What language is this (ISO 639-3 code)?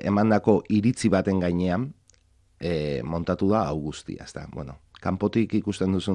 eus